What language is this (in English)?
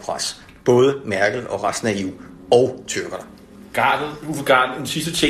Danish